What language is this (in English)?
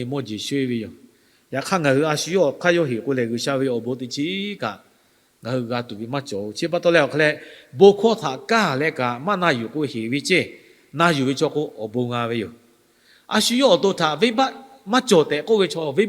Lahu